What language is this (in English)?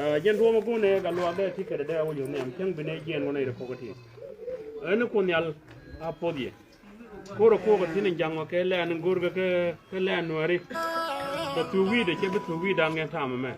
Nuer